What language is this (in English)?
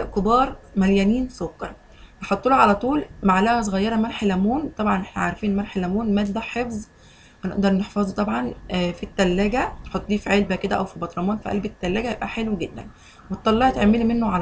Egyptian Arabic